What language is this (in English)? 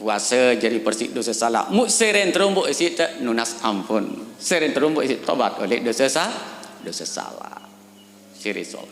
Sasak